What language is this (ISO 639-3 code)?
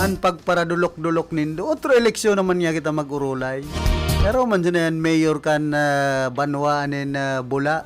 bik